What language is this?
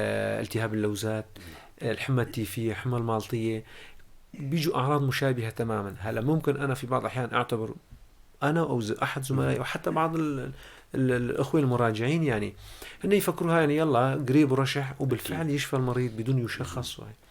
North Levantine Arabic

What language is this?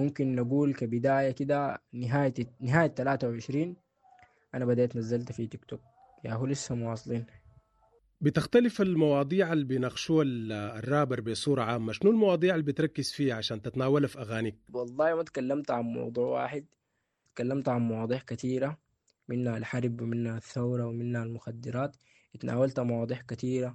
Sudanese Arabic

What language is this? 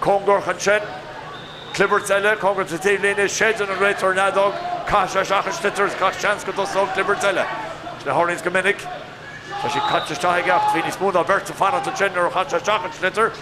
Irish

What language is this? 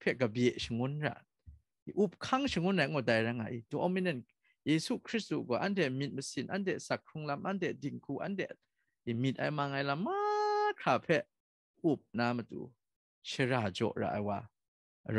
Kachin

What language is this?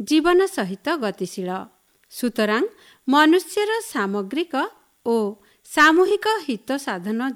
Odia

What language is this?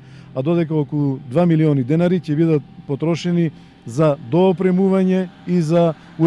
Macedonian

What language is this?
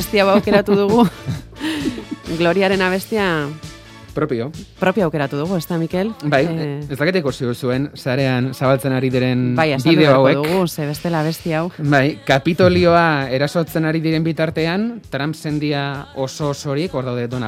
Basque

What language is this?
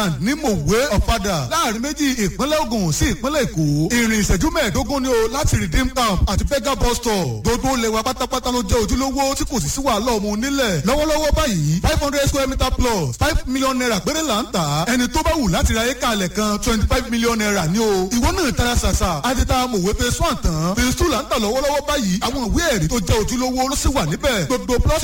Yoruba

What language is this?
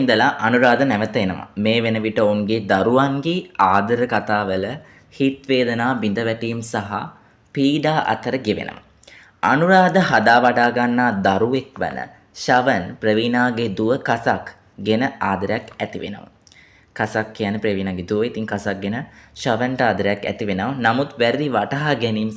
Sinhala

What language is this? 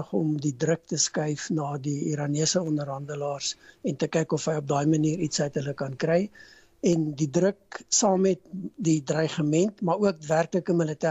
Afrikaans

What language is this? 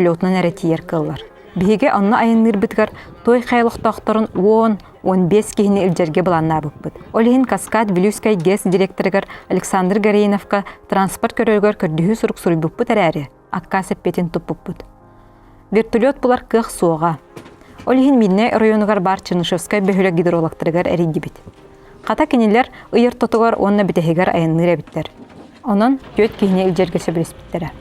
Yakut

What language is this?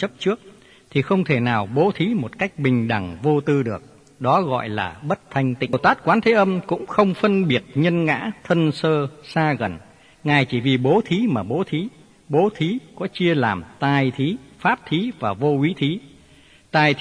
Vietnamese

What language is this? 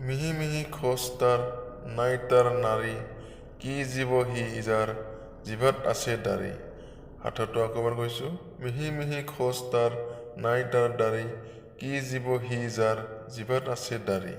Assamese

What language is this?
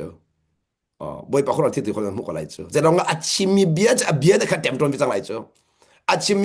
Hakha Chin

